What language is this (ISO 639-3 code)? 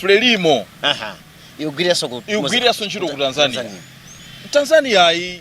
nya